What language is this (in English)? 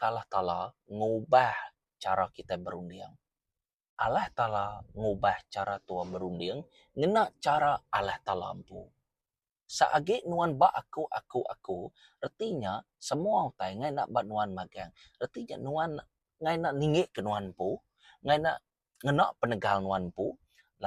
Iban